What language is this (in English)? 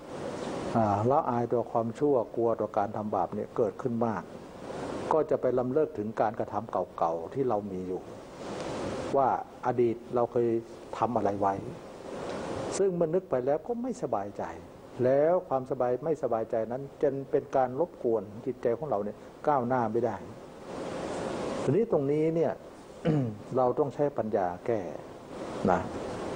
Thai